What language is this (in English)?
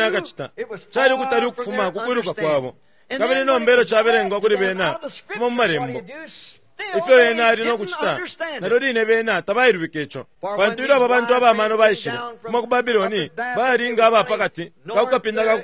Bemba